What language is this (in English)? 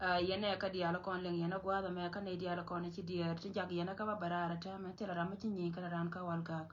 Nuer